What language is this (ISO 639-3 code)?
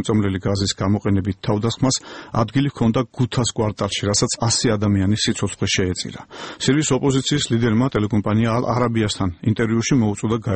kat